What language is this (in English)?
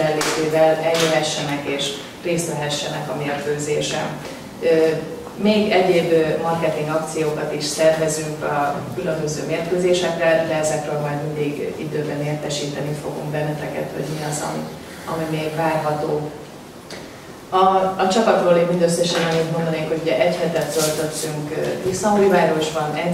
Hungarian